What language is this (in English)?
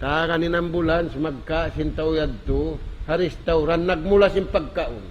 Tausug